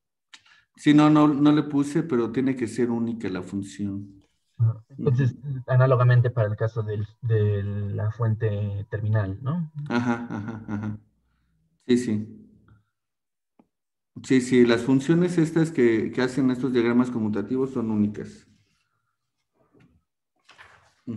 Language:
Spanish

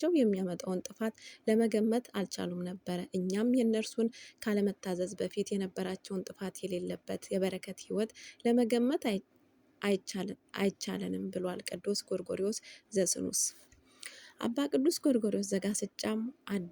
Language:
Amharic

